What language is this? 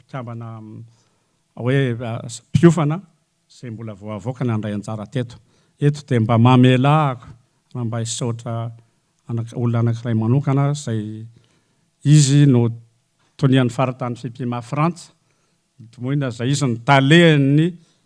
Malagasy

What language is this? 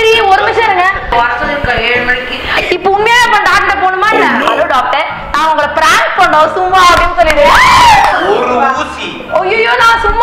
Tamil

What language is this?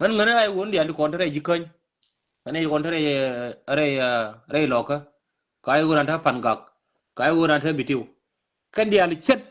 Nuer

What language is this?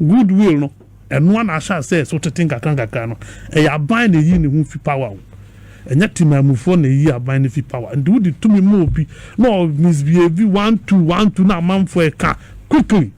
Akan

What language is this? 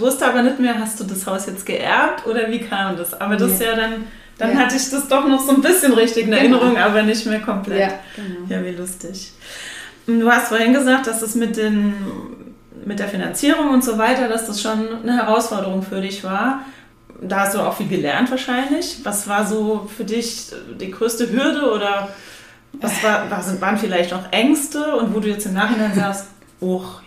German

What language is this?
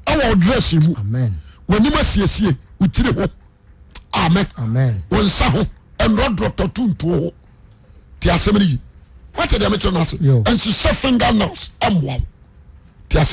Akan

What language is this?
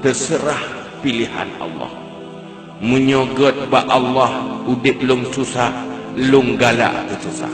Achinese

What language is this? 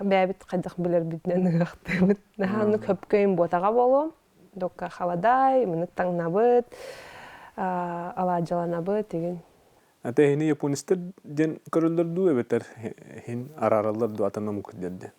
Yakut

